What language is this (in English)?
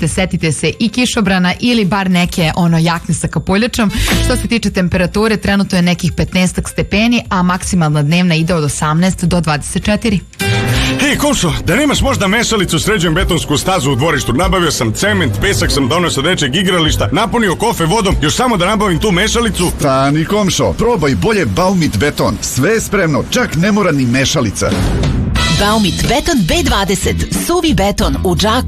Serbian